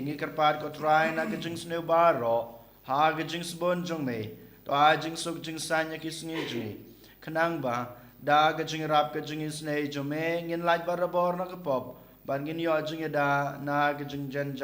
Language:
Khasi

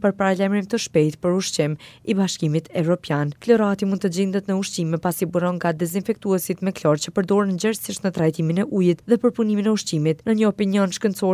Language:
Albanian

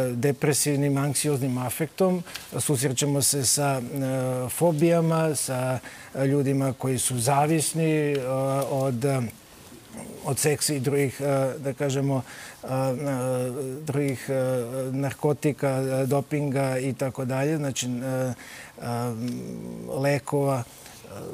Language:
Serbian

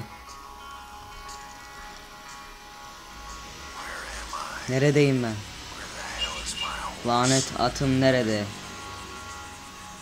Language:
Turkish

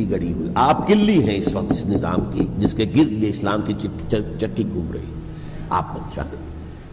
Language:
Urdu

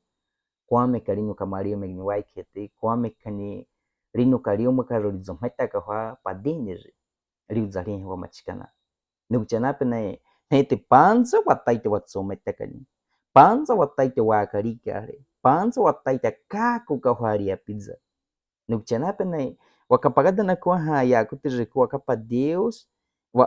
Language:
Baniwa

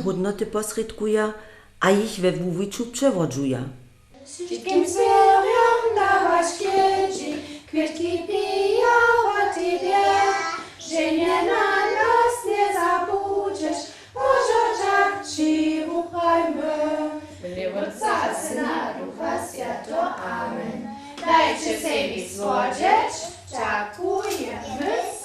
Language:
Upper Sorbian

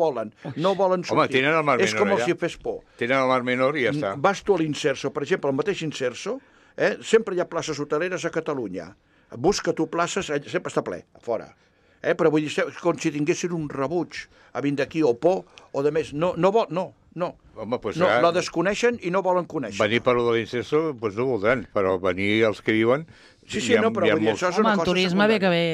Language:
Catalan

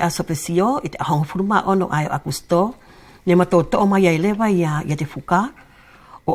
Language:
Wallisian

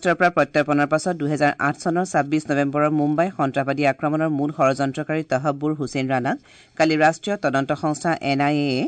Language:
Assamese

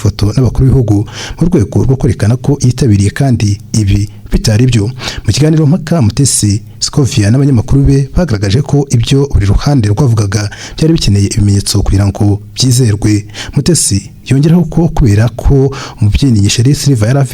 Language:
Kinyarwanda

